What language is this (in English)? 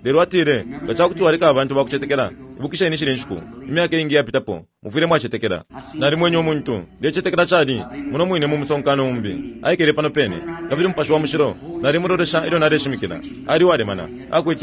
Bemba